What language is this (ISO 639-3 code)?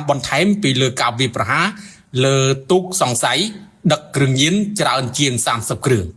khm